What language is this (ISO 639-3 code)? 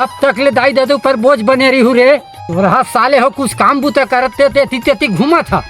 hne